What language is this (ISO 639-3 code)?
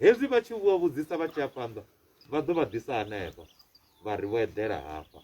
ven